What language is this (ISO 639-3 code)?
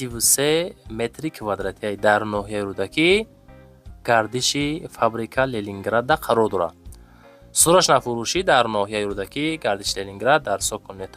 tgk